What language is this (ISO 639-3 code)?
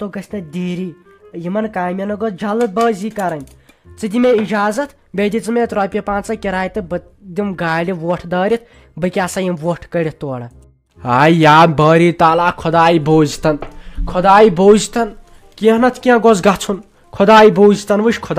kas